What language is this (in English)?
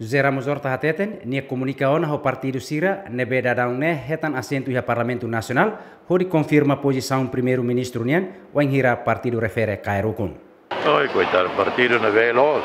Tetum